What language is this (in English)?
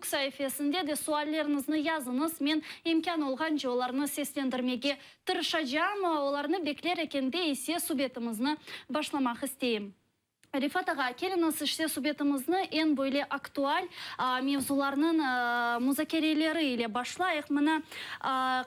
Crimean Tatar